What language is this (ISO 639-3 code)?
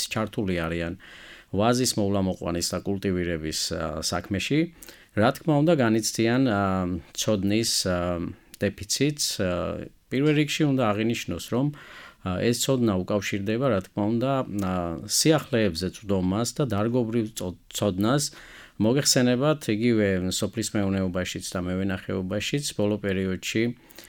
kat